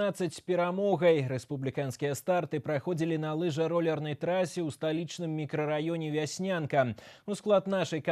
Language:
Belarusian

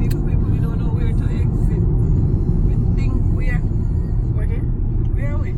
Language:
Jamaican Creole English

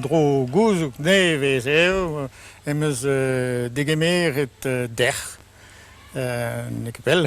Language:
Breton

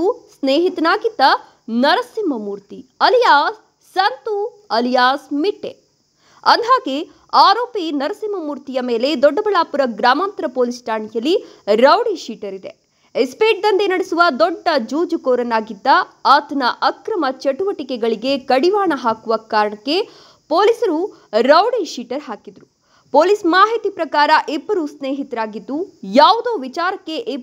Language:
Kannada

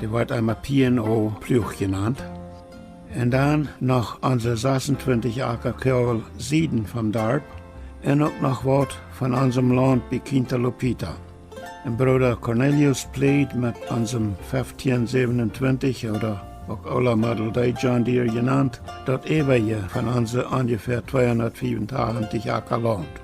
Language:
Plautdietsch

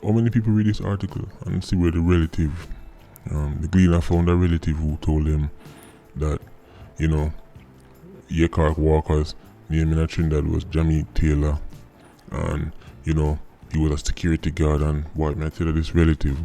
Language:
Jamaican Creole English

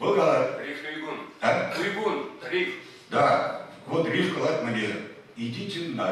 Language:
Chuvash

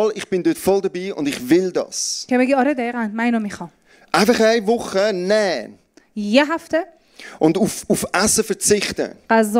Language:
Swiss German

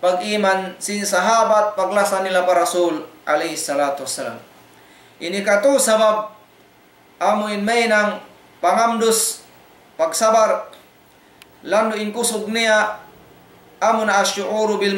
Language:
Tausug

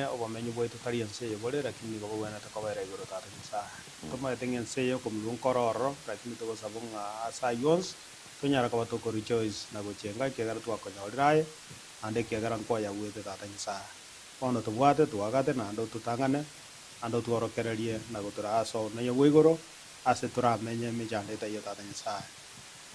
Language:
Gusii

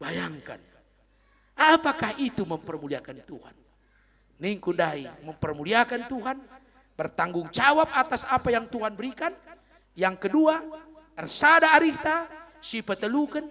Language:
Batak Karo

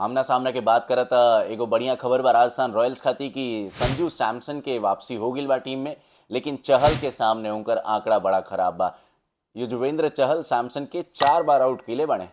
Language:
Bhojpuri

